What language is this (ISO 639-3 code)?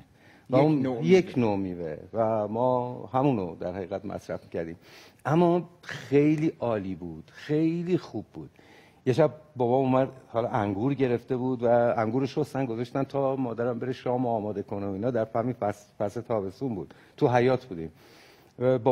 fas